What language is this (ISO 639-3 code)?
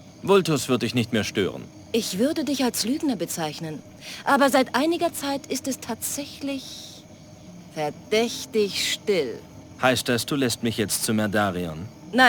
bar